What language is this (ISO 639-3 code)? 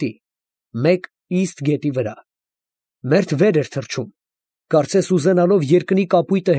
hye